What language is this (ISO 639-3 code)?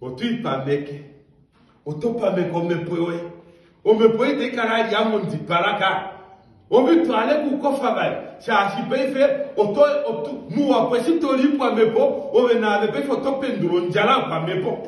kua